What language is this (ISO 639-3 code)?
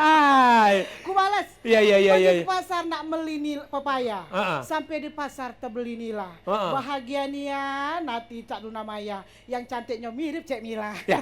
mui